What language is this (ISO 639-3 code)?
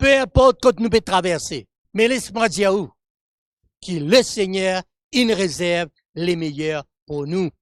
mfe